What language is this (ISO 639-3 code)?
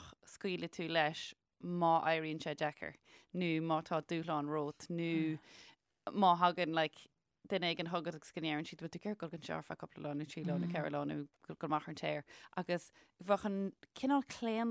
gle